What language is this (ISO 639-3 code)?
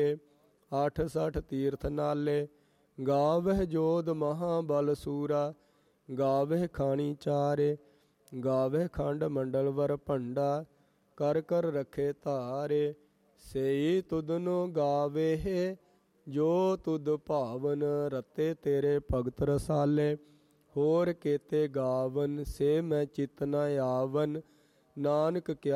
pan